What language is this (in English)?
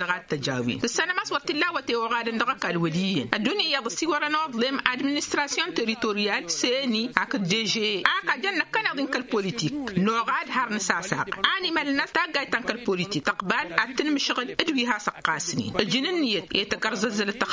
Tamasheq